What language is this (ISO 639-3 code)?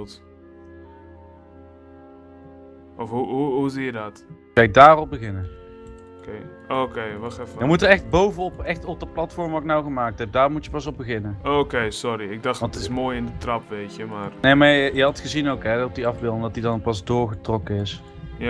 nld